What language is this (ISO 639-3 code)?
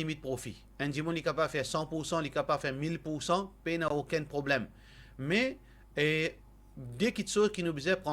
mfe